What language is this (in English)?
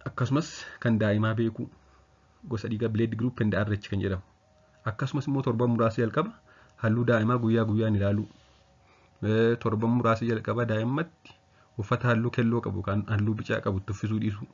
Oromo